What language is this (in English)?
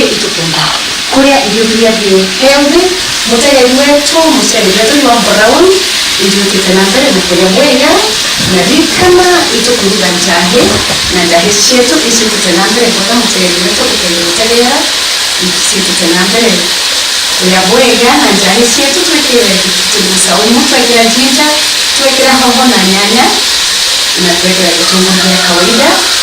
Meru